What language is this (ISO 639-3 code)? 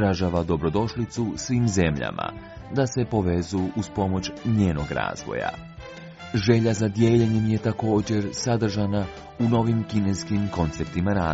hrv